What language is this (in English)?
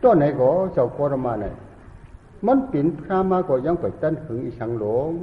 Shan